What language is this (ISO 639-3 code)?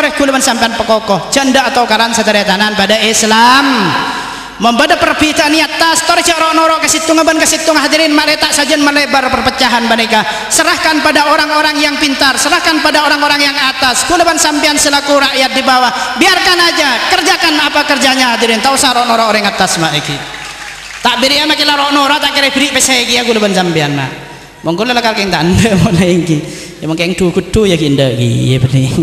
mad